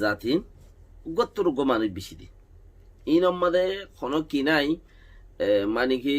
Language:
Rohingya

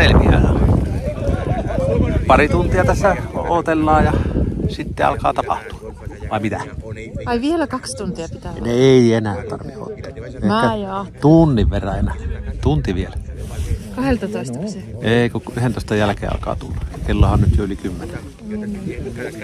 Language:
Finnish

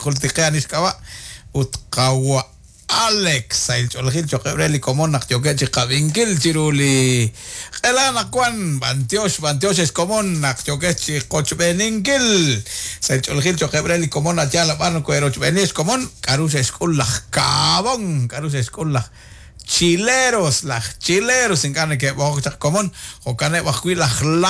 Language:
Kekchí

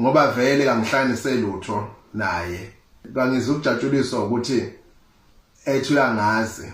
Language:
Zulu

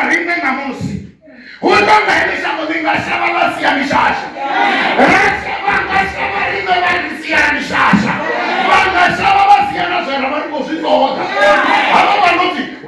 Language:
Venda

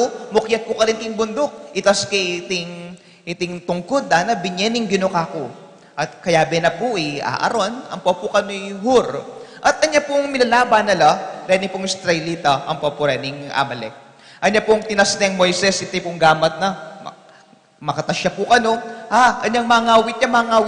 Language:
Pampanga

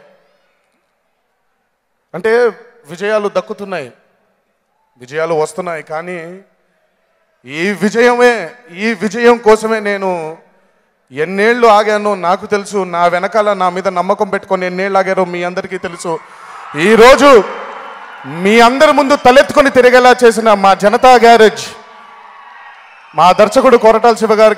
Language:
Telugu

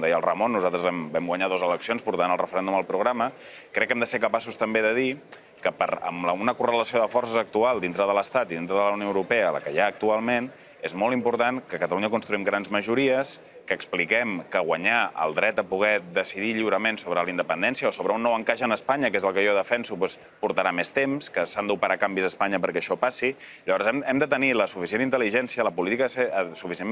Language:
Catalan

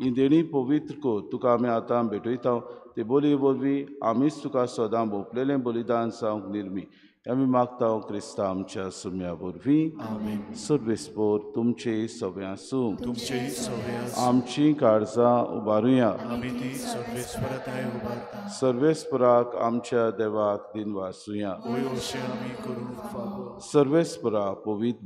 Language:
Konkani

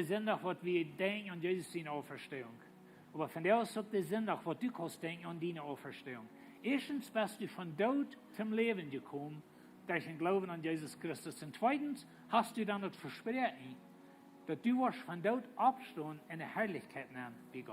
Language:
Plautdietsch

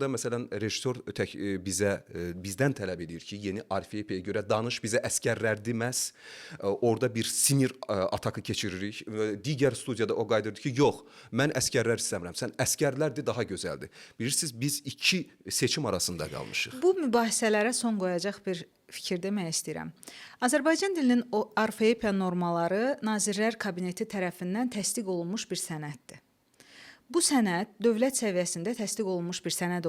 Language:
Azerbaijani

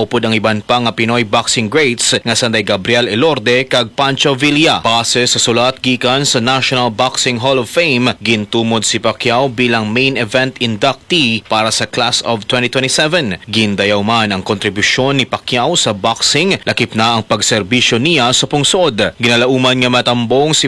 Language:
Hiligaynon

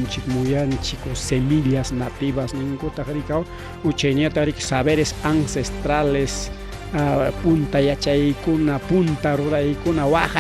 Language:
Ayacucho Quechua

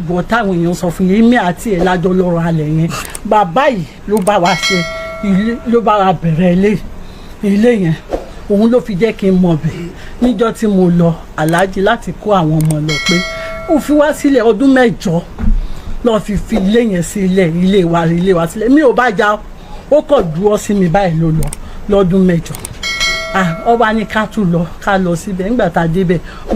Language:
Yoruba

